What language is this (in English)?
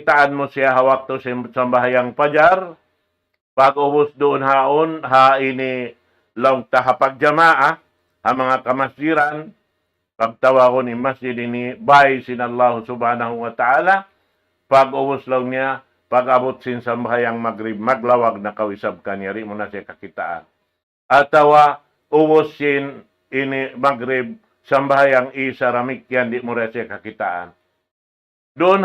Tausug